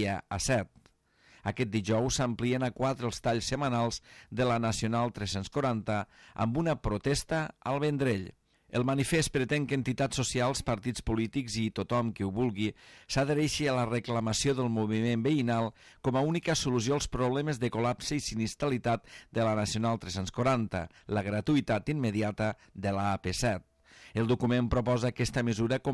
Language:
Catalan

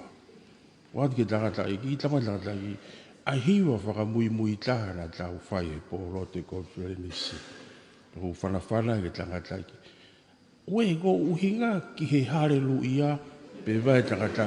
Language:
Tongan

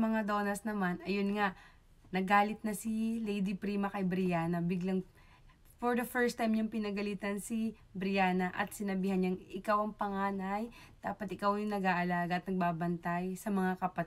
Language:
Filipino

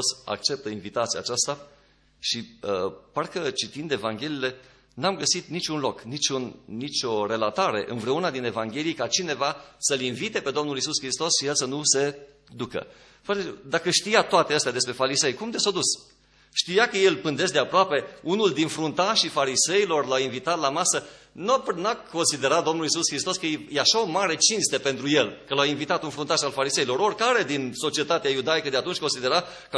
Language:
Romanian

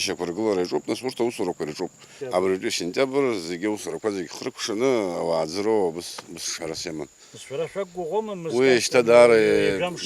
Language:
Abkhazian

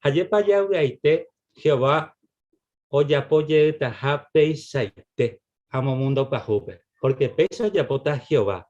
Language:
Guarani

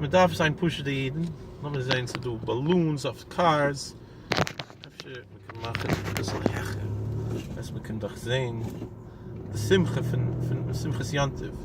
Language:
Yiddish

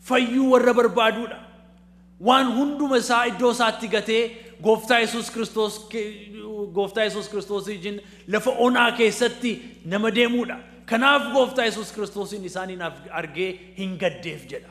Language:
Oromo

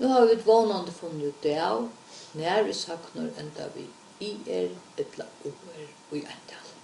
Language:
Faroese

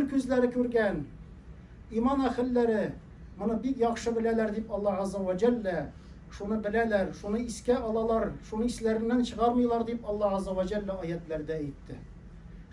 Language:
Tatar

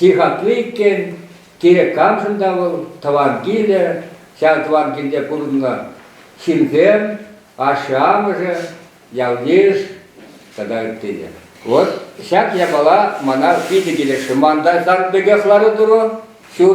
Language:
Chuvash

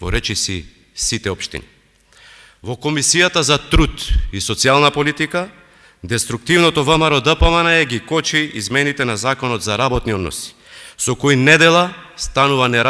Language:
Macedonian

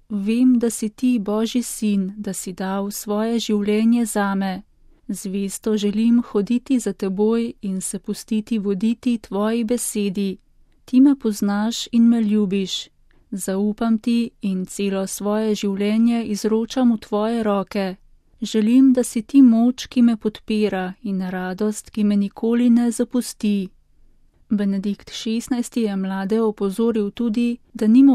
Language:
Slovenian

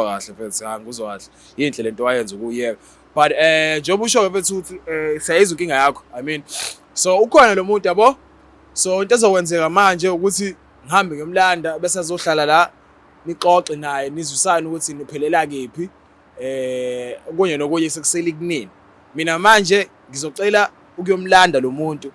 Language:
Zulu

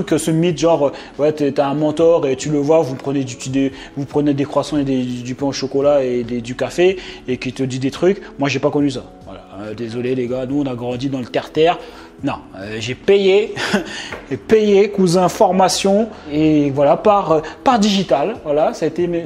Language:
French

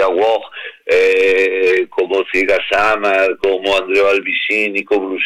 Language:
Galician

